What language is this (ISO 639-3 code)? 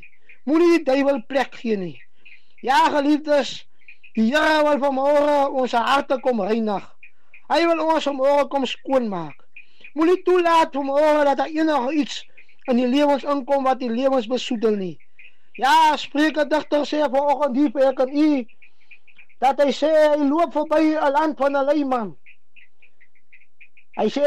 afr